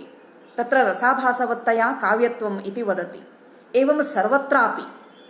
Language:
Sanskrit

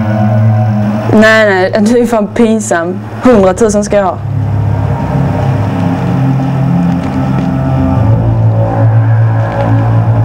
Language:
Swedish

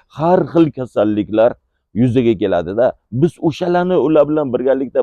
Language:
Uzbek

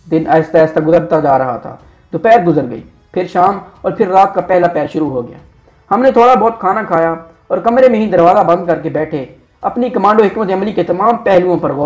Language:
Urdu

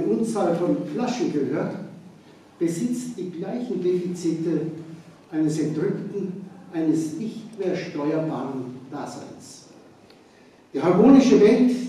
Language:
German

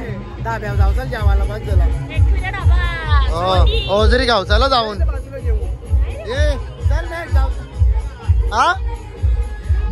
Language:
Marathi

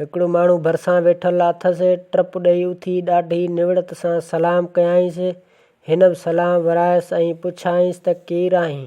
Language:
Sindhi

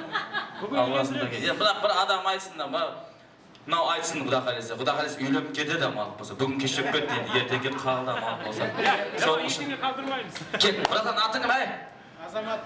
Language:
Kara-Kalpak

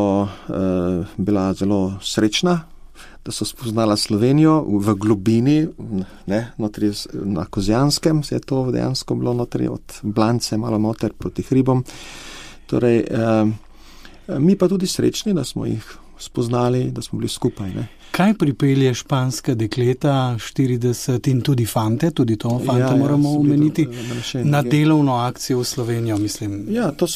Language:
Slovenian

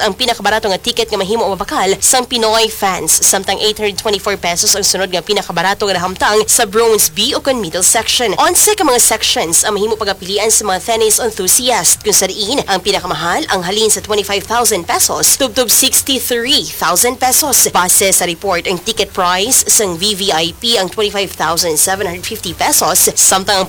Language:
Hiligaynon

